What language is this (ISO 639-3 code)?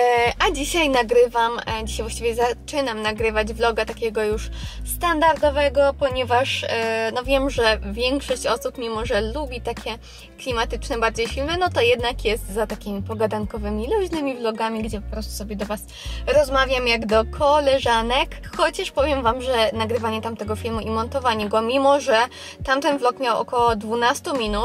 pol